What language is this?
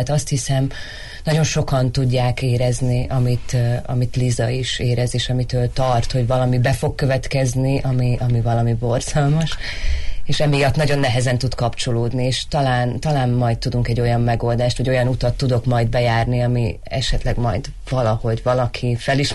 Hungarian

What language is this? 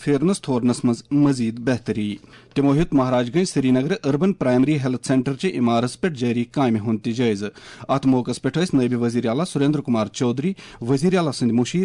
Kashmiri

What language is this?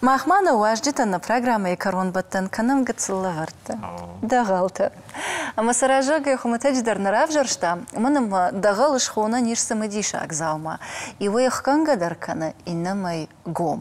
Ossetic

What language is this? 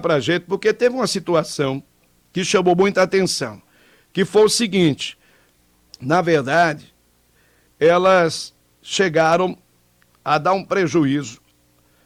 Portuguese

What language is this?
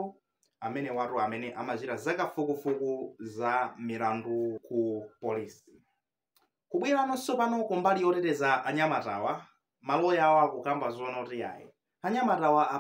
Nyanja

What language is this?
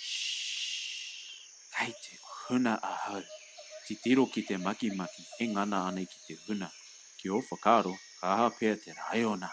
Māori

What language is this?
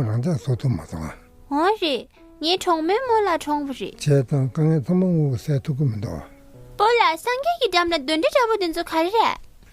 Tibetan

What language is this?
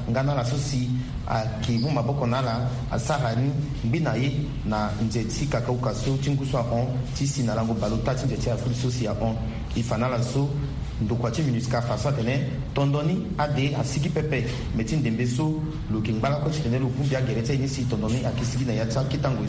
Sango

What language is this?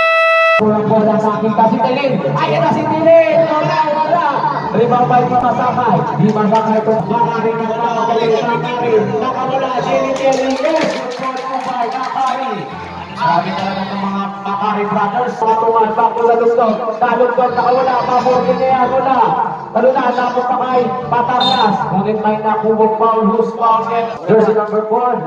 Filipino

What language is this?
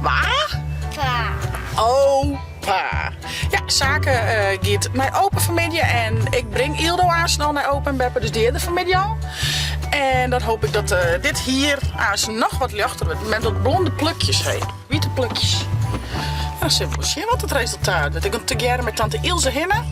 Western Frisian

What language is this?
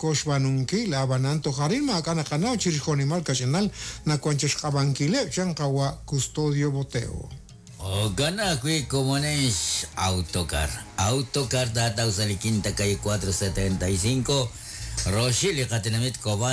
Kekchí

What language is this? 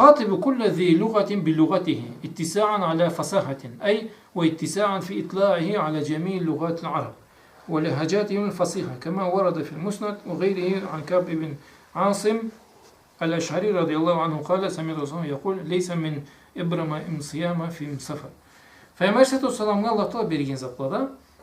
Karachay-Balkar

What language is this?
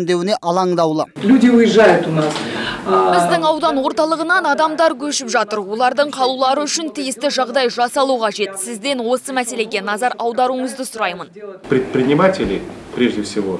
Kazakh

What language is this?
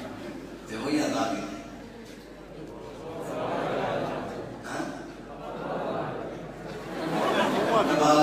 Burmese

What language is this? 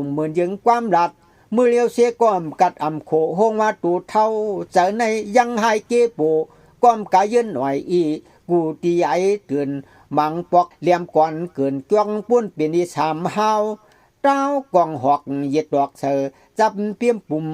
Shan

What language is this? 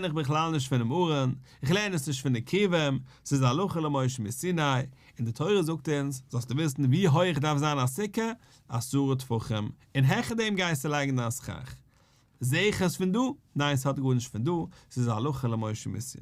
Yiddish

